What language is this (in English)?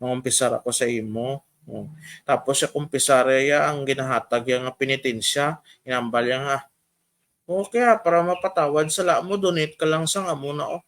Hiligaynon